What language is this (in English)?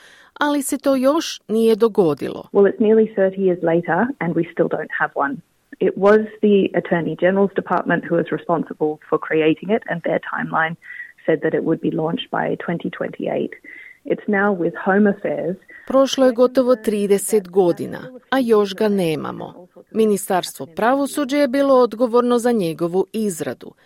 Croatian